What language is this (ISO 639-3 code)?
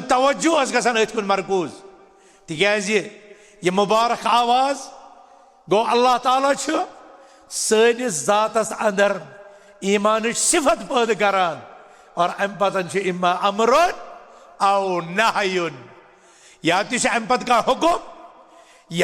kas